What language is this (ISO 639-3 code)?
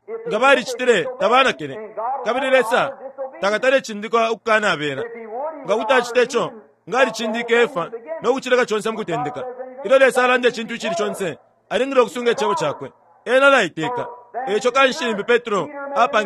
bem